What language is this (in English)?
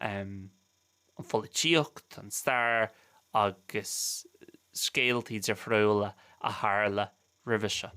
Irish